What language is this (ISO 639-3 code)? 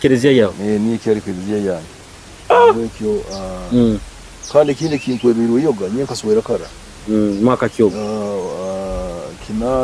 nyo